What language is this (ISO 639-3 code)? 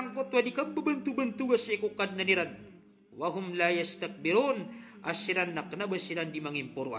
mrw